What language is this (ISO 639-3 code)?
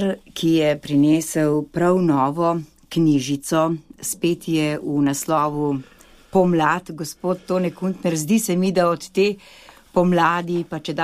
slv